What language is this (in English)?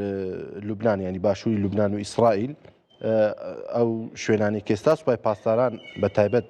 Central Kurdish